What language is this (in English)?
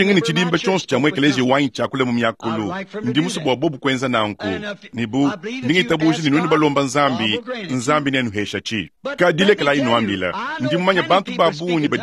Luba-Lulua